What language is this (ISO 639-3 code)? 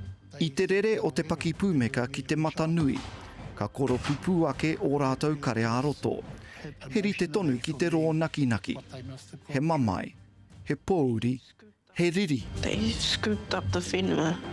mri